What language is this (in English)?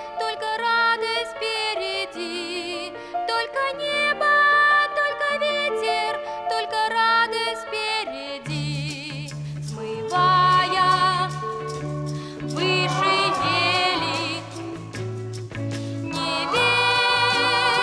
Russian